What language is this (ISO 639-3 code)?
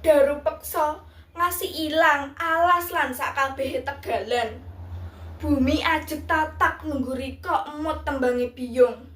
jav